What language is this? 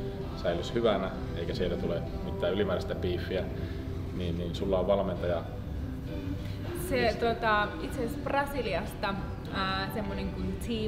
Finnish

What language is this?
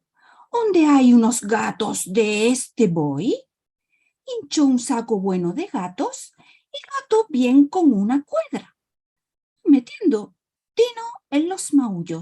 Ladino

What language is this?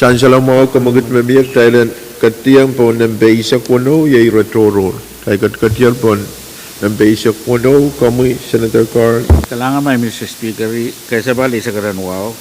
Pohnpeian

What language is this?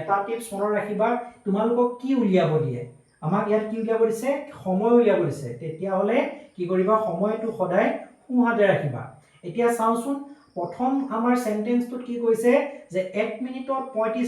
Assamese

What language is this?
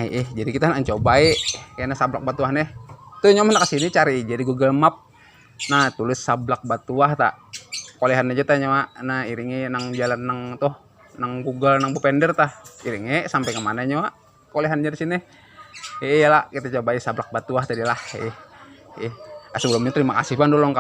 Banjar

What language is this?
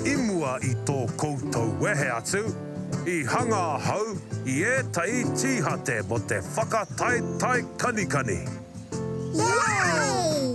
Māori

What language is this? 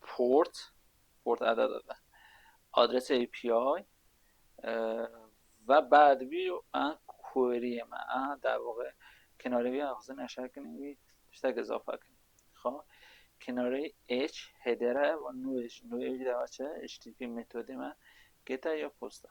Kurdish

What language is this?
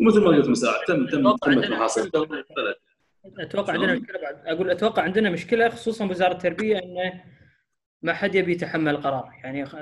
Gulf Arabic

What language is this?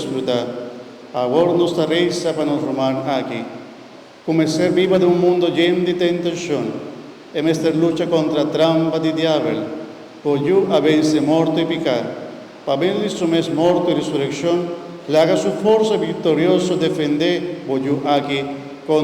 Papiamento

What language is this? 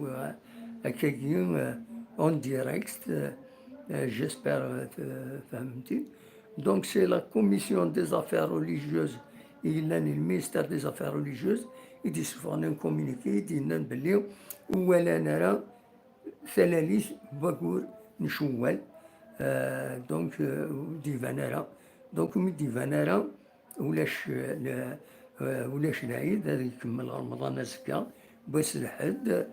Kabyle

